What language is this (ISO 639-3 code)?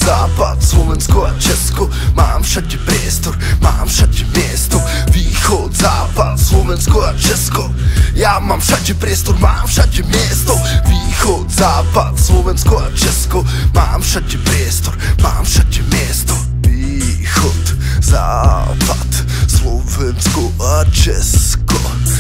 slk